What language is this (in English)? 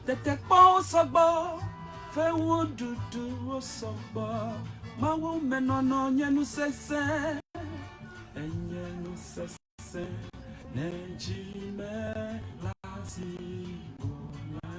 Ewe